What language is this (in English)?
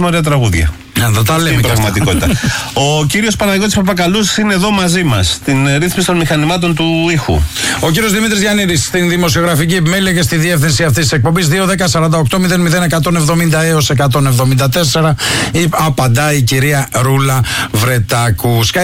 Greek